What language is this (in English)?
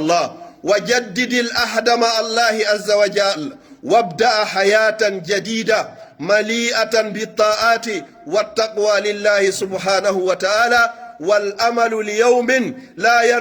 Pular